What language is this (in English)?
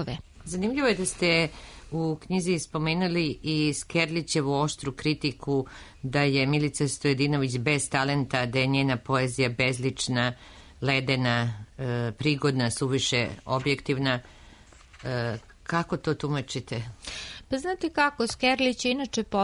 Serbian